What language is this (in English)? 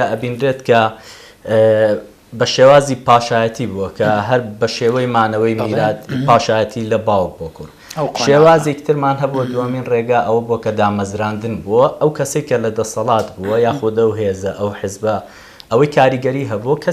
Central Kurdish